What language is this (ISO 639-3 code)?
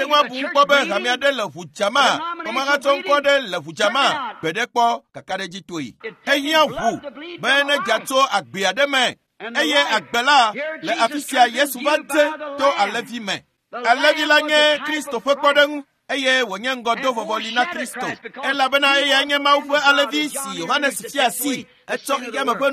ewe